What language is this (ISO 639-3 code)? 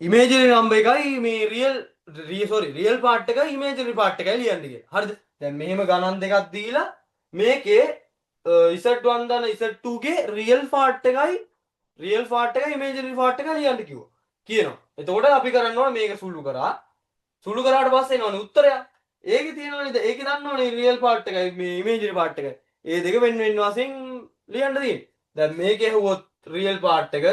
sin